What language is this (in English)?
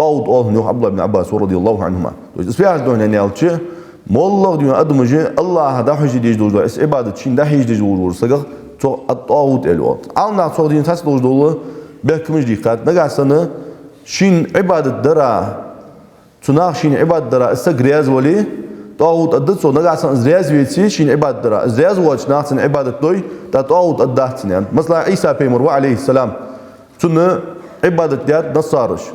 Ingush